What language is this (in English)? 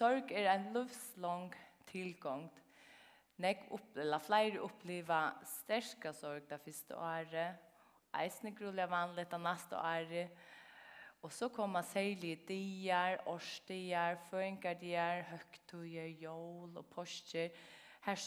Faroese